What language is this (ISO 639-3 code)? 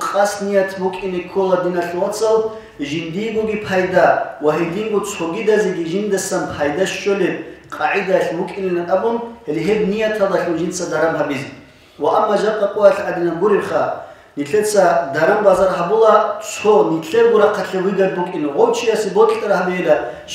ava